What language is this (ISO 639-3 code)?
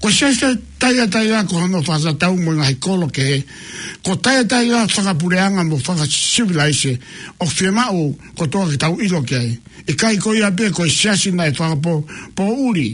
ton